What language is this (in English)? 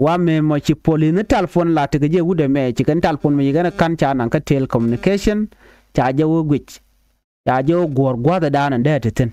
Nuer